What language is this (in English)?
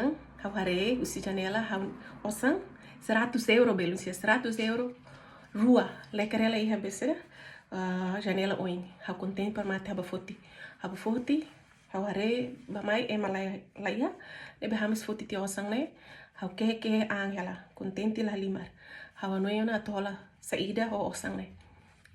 Tetum